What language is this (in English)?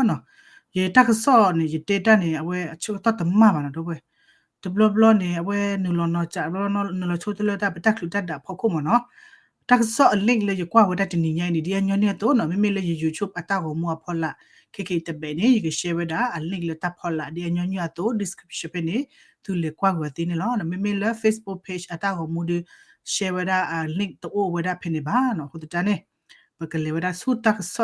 S'gaw Karen